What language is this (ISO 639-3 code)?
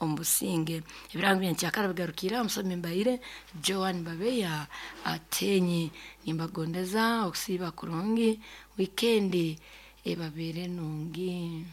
nyn